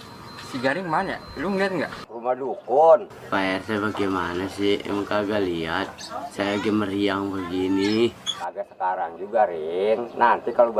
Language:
Betawi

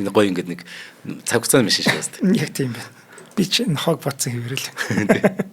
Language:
Mongolian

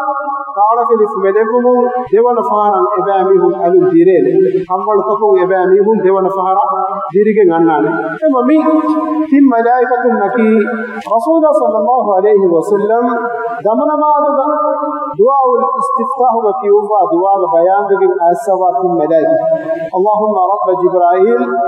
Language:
Divehi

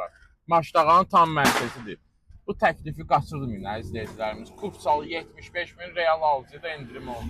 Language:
Azerbaijani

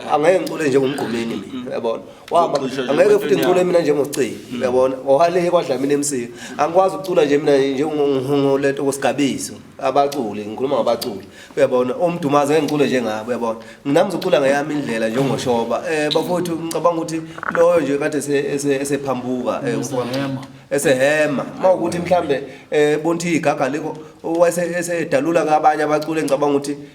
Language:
Zulu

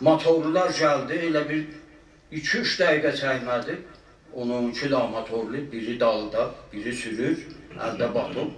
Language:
South Azerbaijani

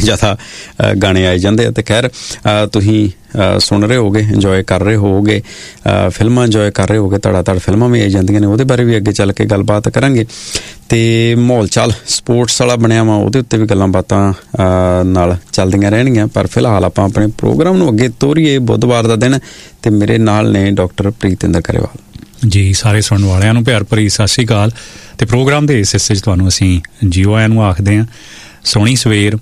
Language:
Punjabi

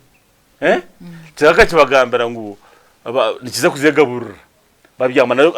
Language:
Nyankole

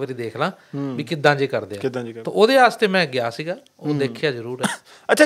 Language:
Punjabi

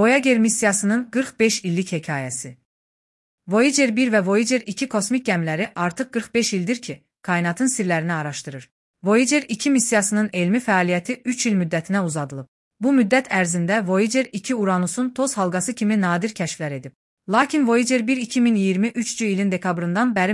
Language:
Azerbaijani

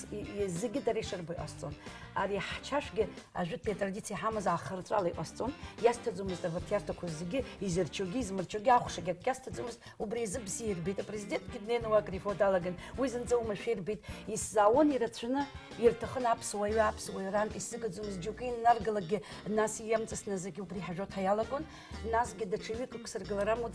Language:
Abkhazian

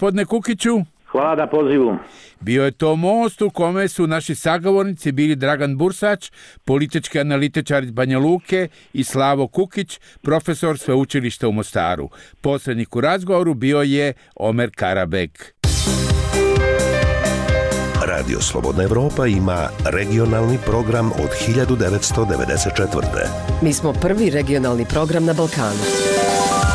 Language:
Bosnian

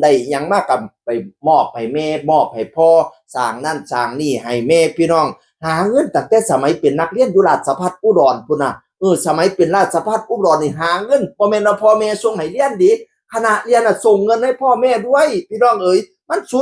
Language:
Northeastern Thai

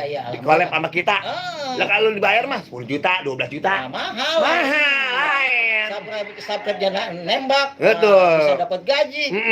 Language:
Betawi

